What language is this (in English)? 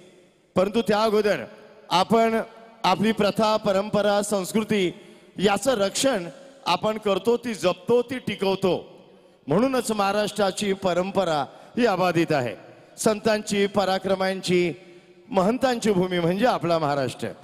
Marathi